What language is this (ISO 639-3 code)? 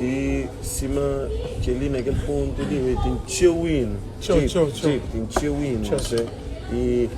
kea